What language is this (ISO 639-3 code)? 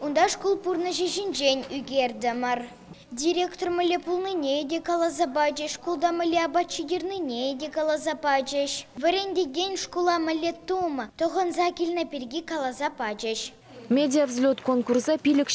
chv